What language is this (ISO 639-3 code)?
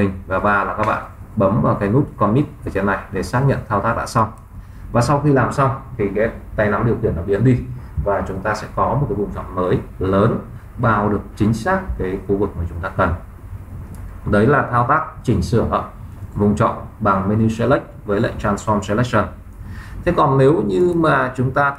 vie